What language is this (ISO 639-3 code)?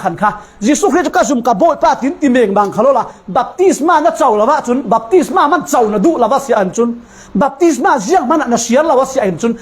cfm